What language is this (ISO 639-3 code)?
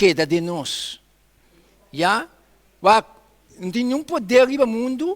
pap